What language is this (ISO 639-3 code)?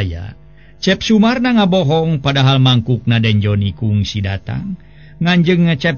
sun